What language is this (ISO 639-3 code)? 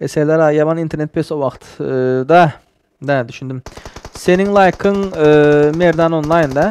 tuk